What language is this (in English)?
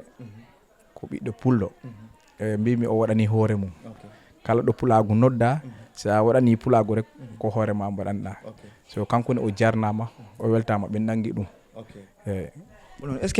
Fula